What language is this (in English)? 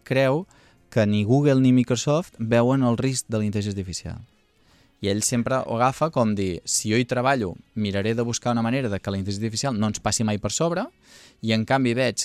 Catalan